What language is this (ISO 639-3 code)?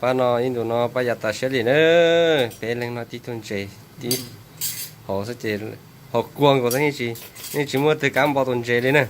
hmn